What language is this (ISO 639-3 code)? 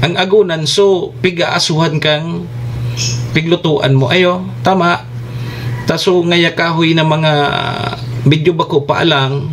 bik